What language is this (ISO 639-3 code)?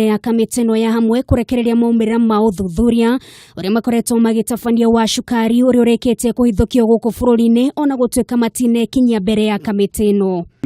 kik